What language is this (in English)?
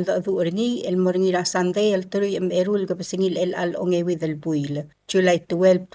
Palauan